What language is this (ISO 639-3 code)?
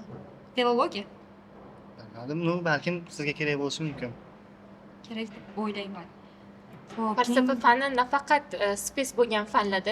uzb